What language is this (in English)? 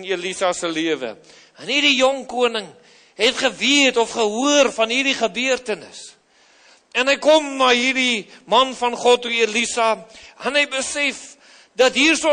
Afrikaans